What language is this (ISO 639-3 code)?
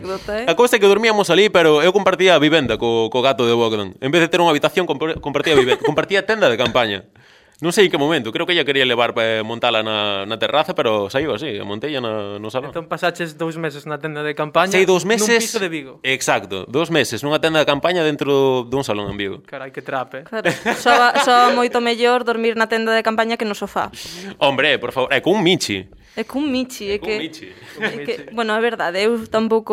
glg